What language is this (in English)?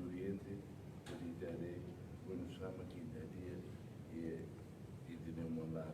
Tetum